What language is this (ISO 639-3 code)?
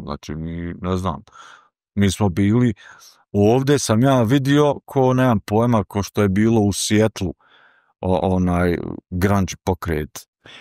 bos